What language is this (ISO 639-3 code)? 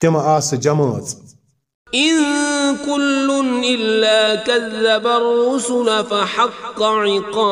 kas